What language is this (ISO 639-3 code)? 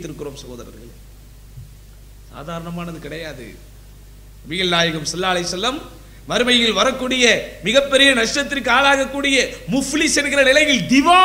tam